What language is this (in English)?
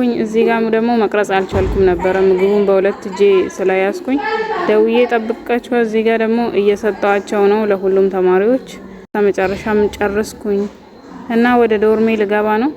Amharic